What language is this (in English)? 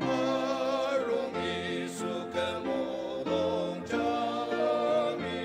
Ao Naga